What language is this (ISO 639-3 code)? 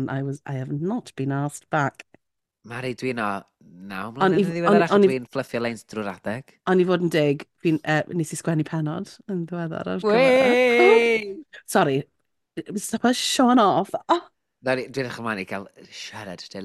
cym